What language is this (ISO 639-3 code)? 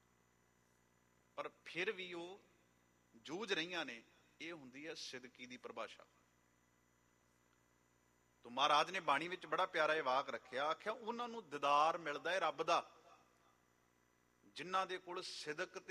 pan